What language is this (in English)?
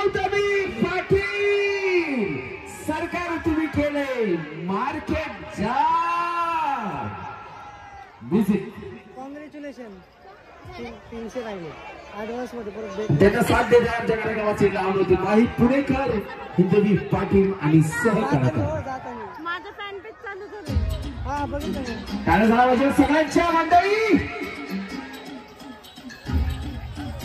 Marathi